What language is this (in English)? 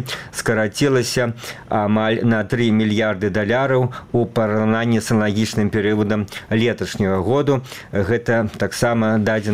Belarusian